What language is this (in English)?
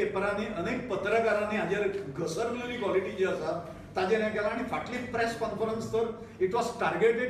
Konkani